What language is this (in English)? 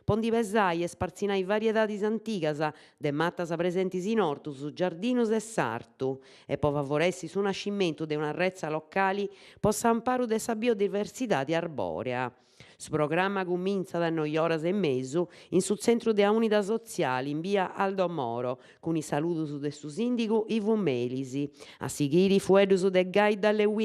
Sardinian